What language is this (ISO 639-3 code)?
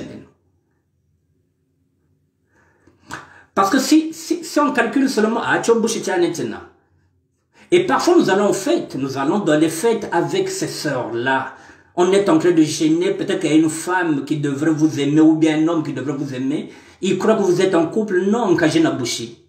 fra